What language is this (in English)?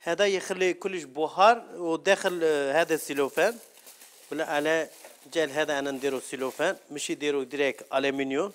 Algerian Arabic